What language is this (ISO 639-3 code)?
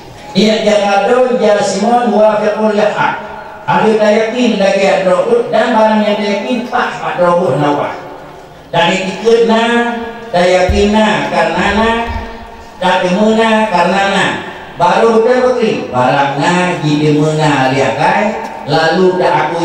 ace